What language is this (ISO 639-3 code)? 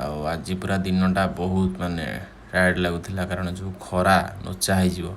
ori